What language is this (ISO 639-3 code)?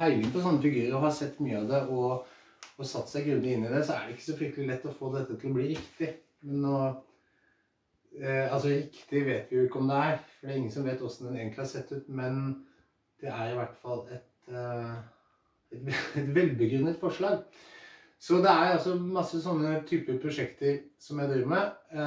nor